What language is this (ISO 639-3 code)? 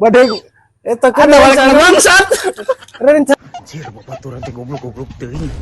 sun